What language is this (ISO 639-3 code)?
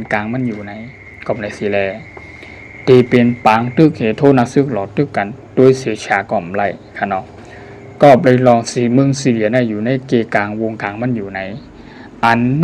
shn